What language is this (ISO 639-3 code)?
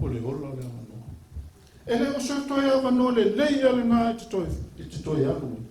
smo